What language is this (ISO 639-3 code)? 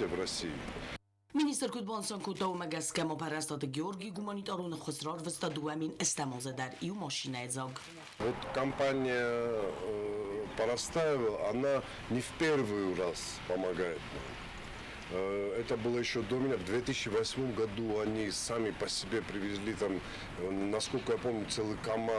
oss